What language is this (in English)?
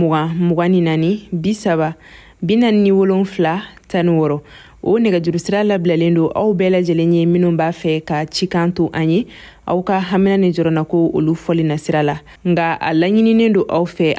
Bambara